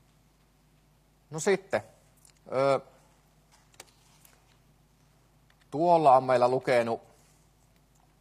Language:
Finnish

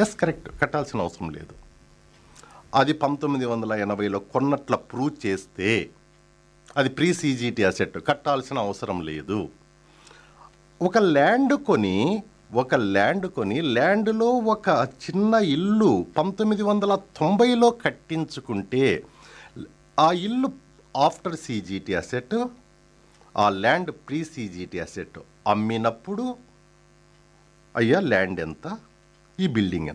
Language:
Telugu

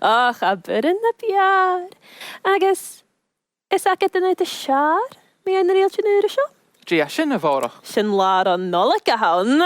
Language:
Scottish Gaelic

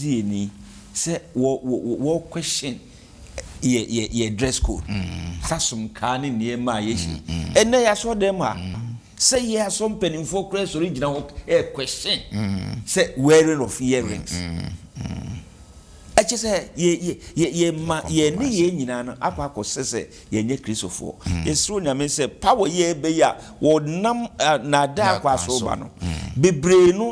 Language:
Akan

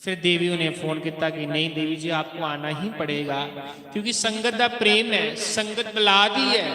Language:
Dogri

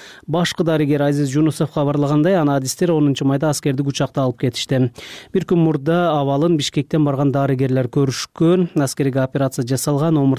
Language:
Kyrgyz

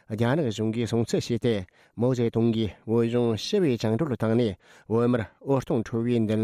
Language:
Tibetan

